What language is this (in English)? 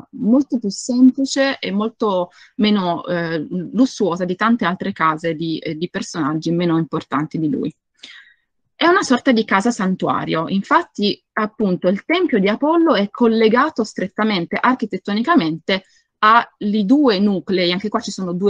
Italian